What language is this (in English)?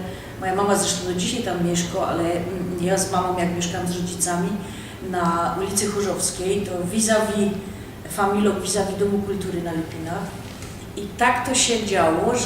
Silesian